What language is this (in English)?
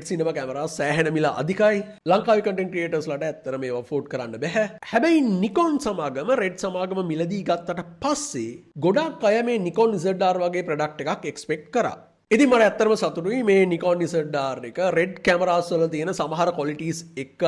Sinhala